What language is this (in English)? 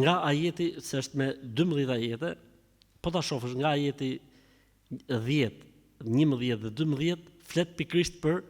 Albanian